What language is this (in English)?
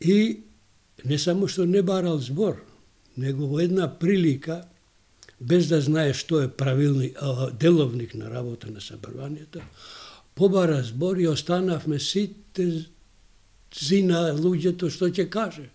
Macedonian